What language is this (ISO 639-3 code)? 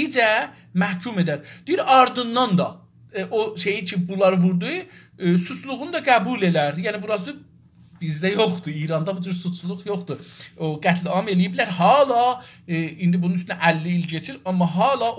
azb